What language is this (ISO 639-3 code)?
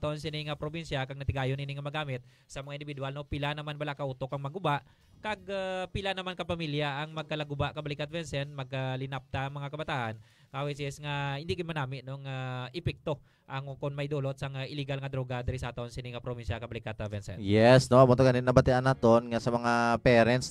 hil